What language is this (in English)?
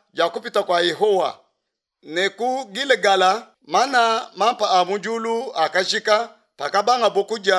Luba-Lulua